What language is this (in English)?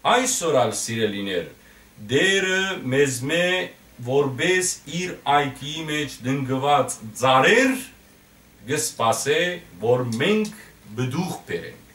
Western Armenian